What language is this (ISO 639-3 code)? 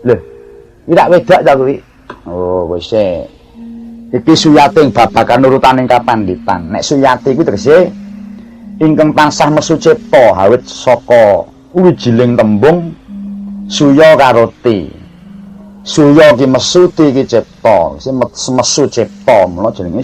jav